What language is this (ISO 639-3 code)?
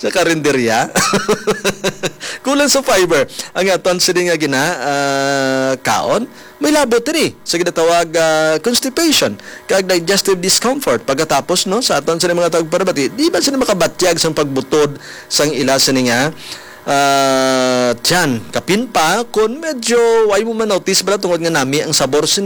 hil